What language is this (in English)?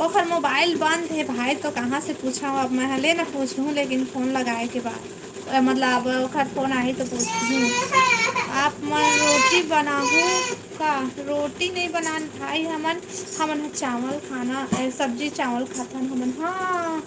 Chhattisgarhi